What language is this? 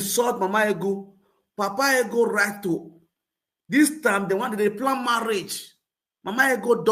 Nigerian Pidgin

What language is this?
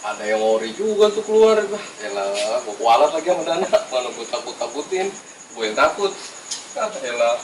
Betawi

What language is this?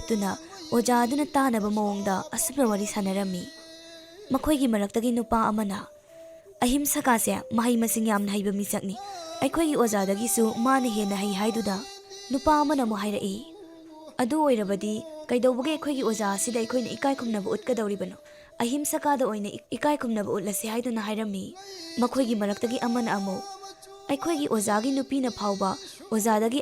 Manipuri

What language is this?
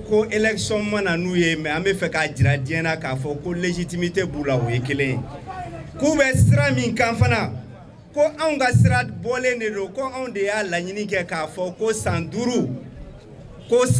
Bambara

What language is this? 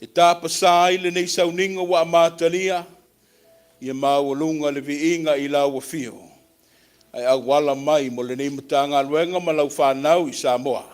Samoan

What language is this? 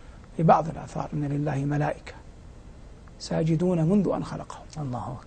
Arabic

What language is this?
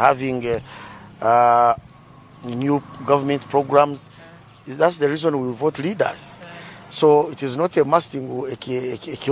Nyankole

